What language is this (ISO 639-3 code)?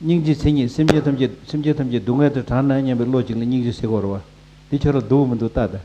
bod